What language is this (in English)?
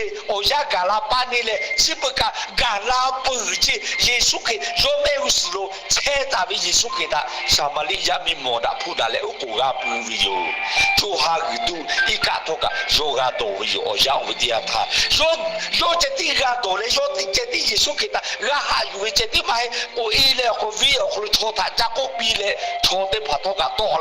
Lahu